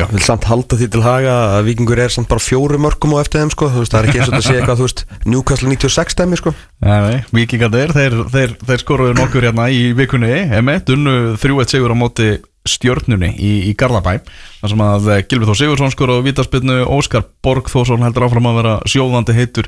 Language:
Icelandic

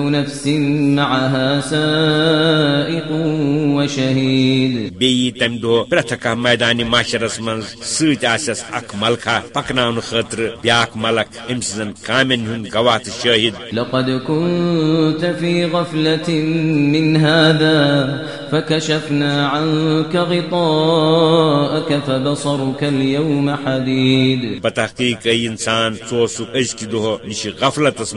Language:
Kashmiri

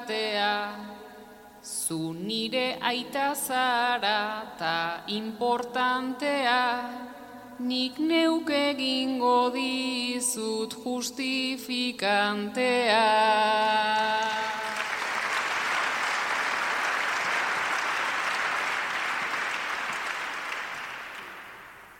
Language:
Basque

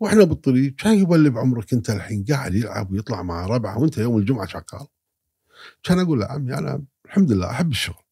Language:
Gulf Arabic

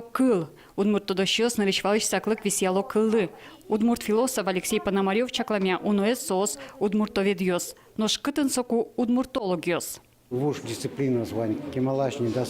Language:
Udmurt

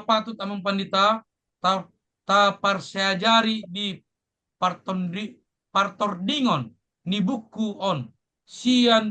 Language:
Batak Toba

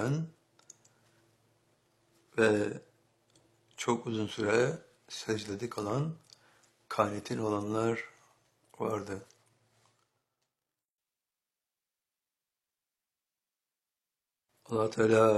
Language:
Turkish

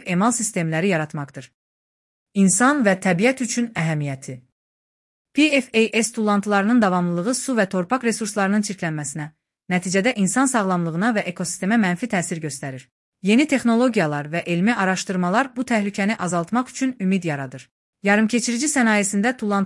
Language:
Azerbaijani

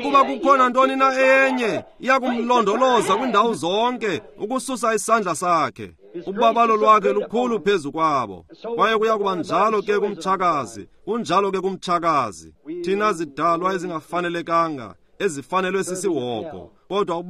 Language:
Xhosa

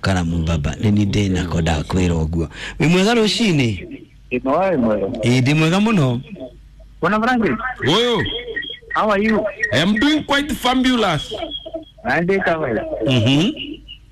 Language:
Kikuyu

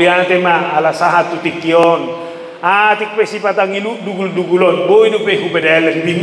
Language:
Batak Toba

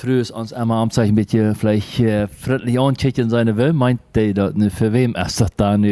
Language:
Plautdietsch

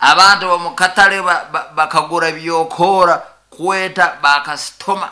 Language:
Nyoro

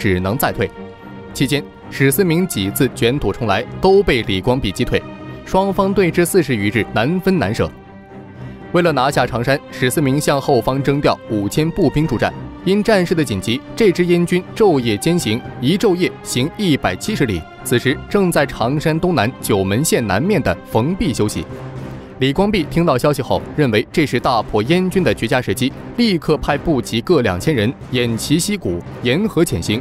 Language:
Chinese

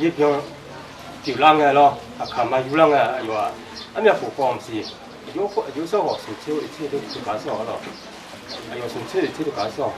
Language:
Akha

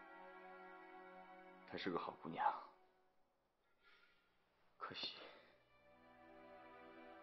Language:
Chinese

